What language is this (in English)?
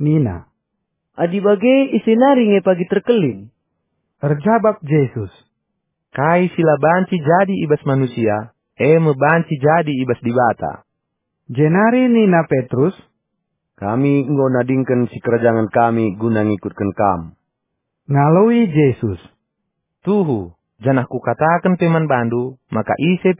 Batak Karo